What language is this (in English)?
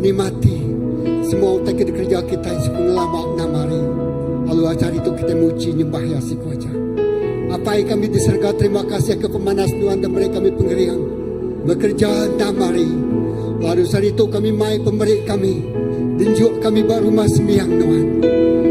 Iban